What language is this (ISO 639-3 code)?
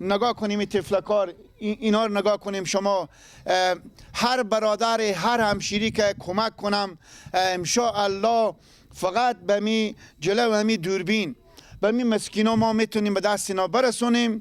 fas